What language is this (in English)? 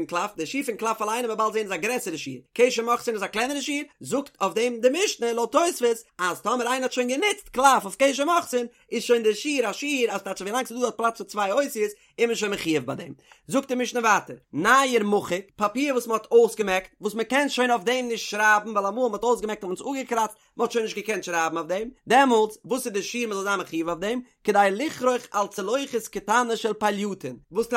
Yiddish